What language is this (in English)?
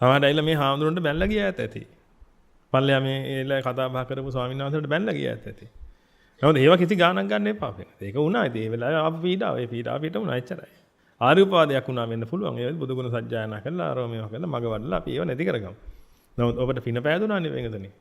Sinhala